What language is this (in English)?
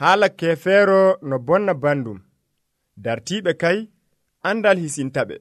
Nigerian Fulfulde